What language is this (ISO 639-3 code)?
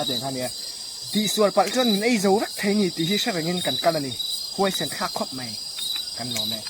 lus